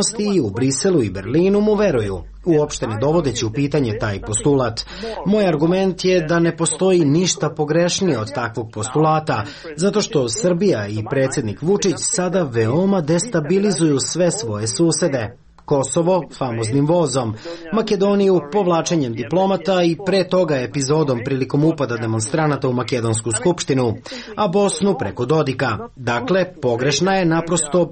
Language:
Serbian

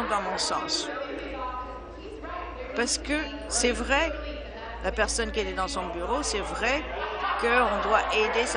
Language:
French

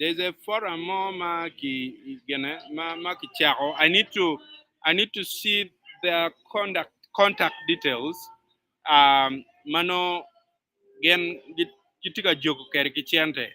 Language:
Acoli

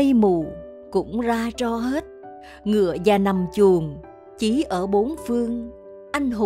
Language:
Vietnamese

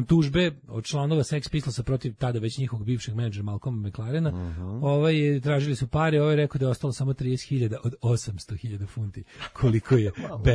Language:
Serbian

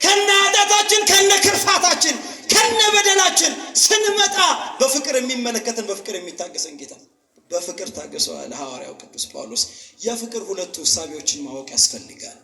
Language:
Amharic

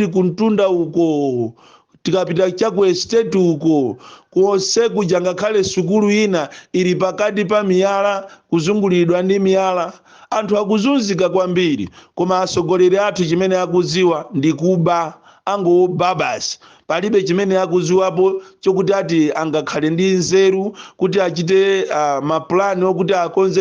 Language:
Nyanja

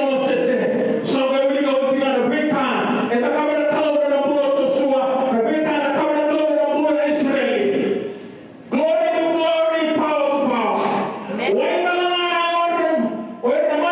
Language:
Fijian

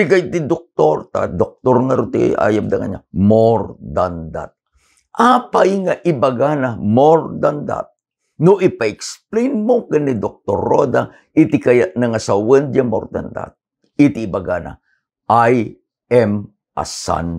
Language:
Iloko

